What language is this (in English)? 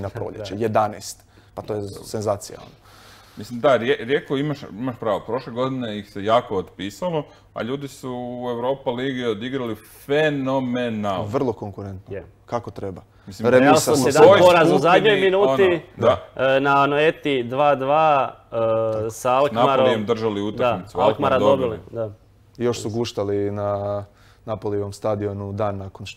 Croatian